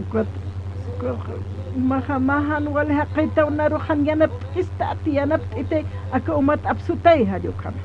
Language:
Aymara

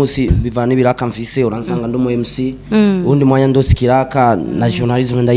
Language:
Rundi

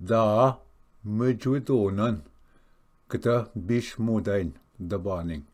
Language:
Ojibwa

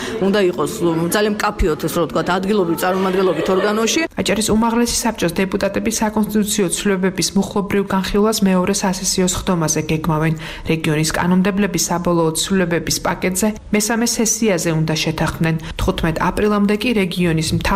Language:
Georgian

